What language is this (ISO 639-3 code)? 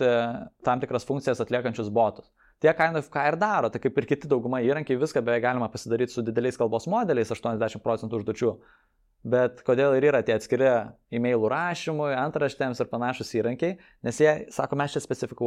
lit